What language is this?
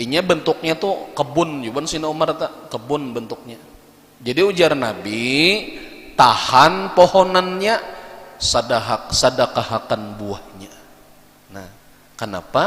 Banjar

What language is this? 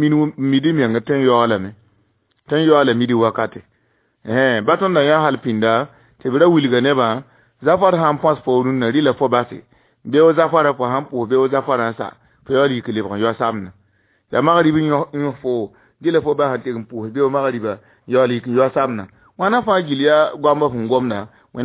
Mossi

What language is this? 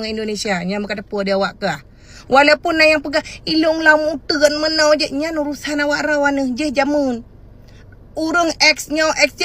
Achinese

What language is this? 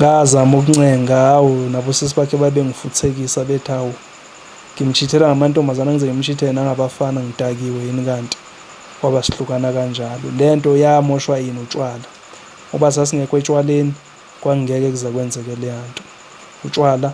Zulu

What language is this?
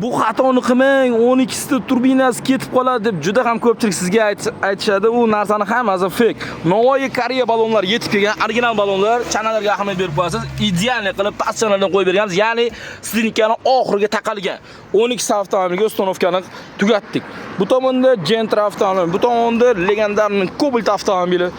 Uzbek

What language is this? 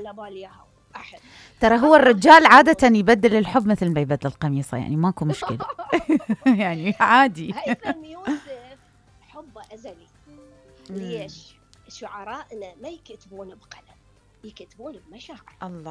Mesopotamian Arabic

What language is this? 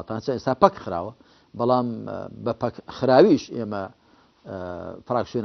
Central Kurdish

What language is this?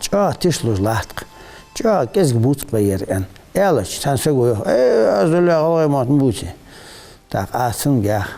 Ingush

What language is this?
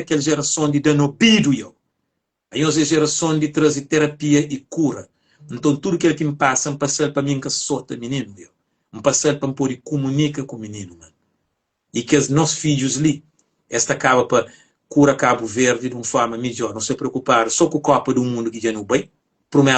Kabuverdianu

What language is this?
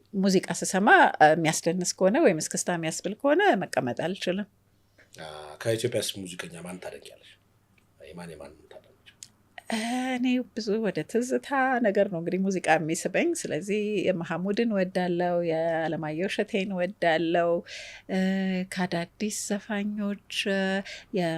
Amharic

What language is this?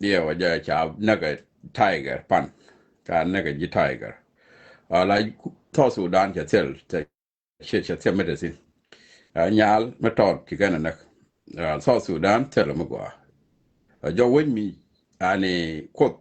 Nuer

